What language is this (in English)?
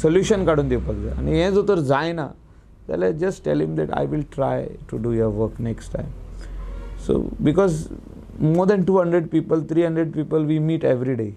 Konkani